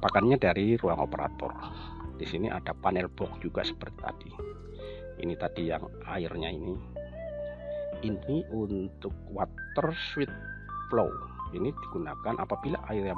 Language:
Indonesian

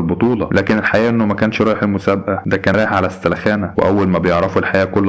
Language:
Egyptian Arabic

